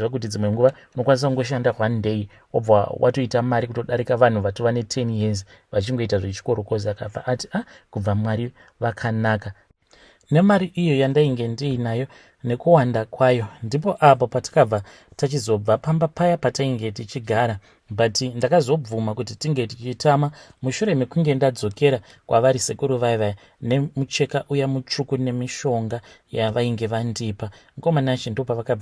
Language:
Shona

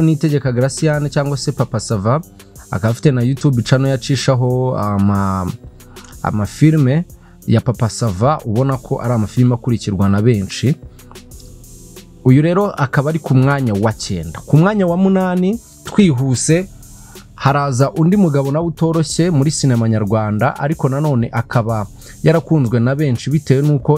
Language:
Kinyarwanda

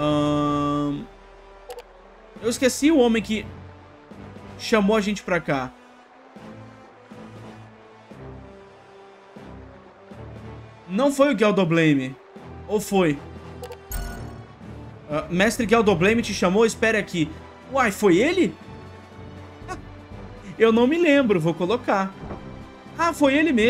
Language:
Portuguese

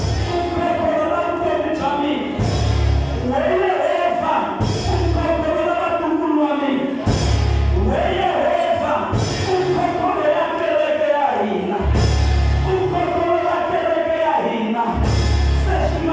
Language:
Tsonga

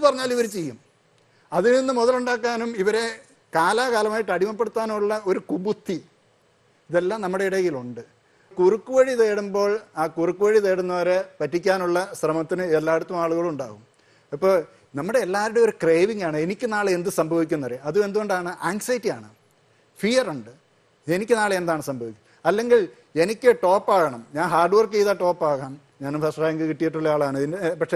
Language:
Malayalam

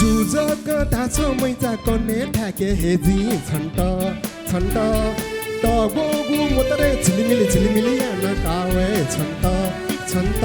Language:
Newari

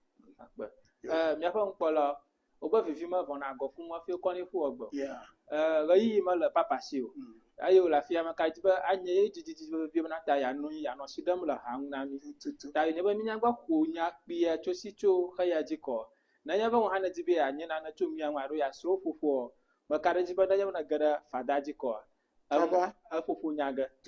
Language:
Ewe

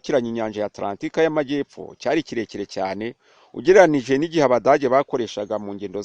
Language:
Rundi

